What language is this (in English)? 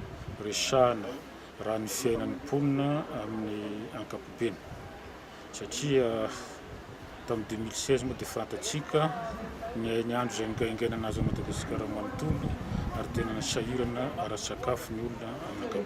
Malagasy